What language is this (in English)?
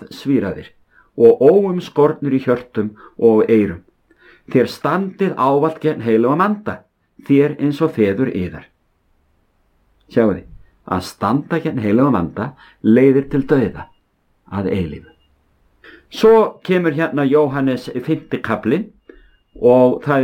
Icelandic